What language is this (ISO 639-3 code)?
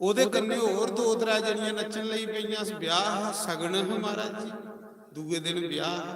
doi